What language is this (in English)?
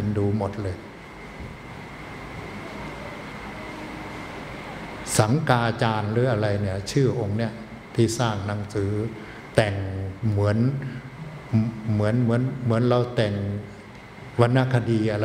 Thai